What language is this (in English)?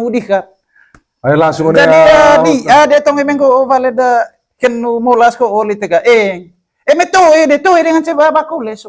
Manggarai